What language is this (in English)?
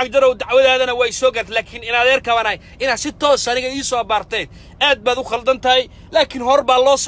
Somali